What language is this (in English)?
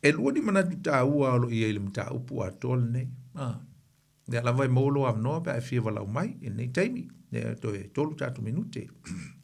Samoan